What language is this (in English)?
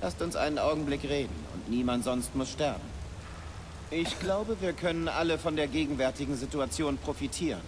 Bavarian